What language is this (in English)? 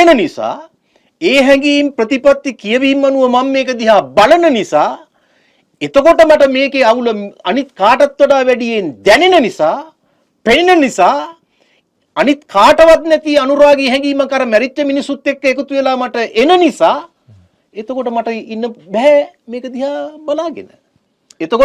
Sinhala